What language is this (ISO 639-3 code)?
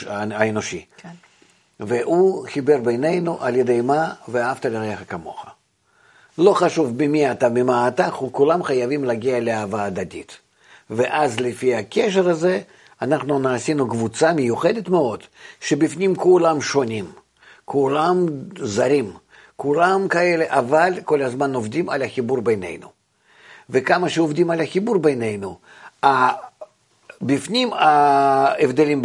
heb